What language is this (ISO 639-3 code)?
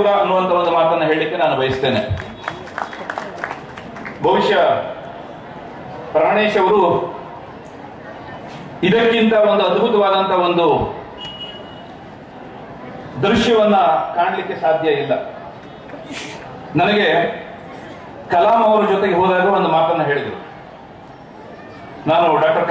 kan